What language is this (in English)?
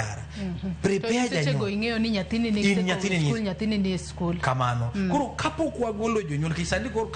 Luo (Kenya and Tanzania)